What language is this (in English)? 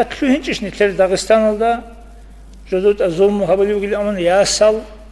Avaric